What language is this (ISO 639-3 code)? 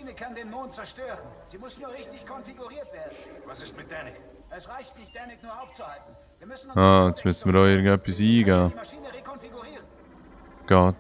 gsw